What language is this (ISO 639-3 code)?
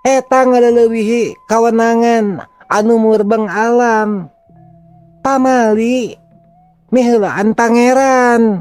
sun